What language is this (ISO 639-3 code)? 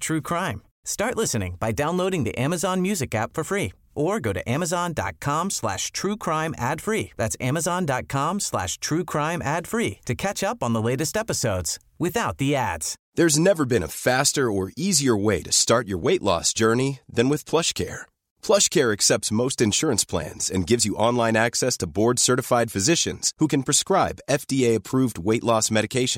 eng